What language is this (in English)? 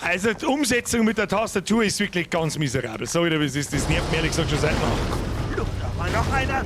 Bavarian